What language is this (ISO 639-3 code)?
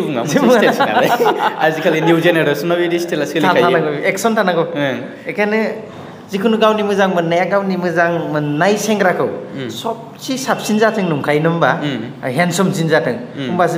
brx